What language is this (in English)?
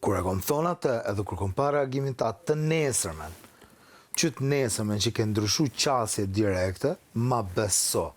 Albanian